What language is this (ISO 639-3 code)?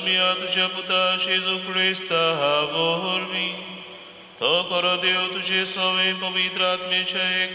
kok